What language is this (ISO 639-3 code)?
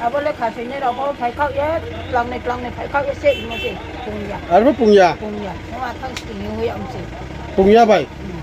ria